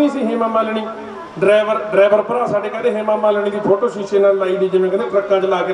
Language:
Punjabi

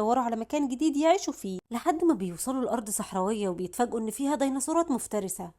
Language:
Egyptian Arabic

